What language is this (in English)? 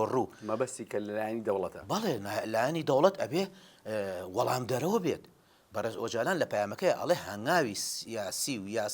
Central Kurdish